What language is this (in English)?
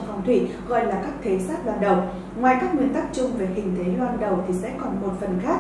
Vietnamese